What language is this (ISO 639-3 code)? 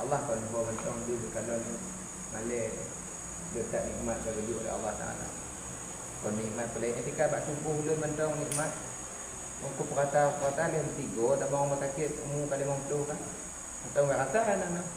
ace